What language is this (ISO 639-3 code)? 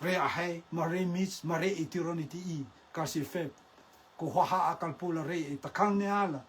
rtm